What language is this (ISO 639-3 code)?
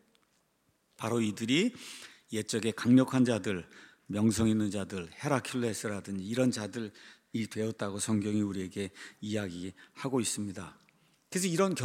kor